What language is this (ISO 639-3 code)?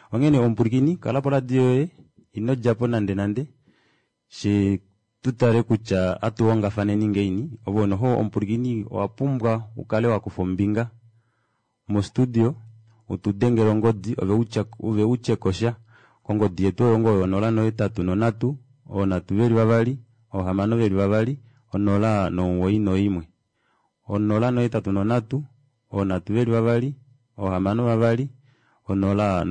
kua